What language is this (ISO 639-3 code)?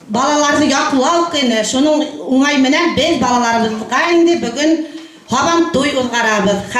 bak